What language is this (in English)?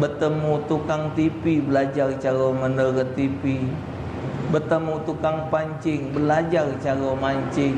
Musi